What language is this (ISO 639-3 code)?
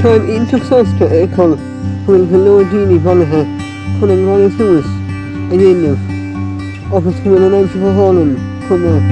gle